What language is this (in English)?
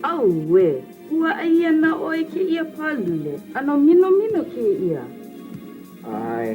Hawaiian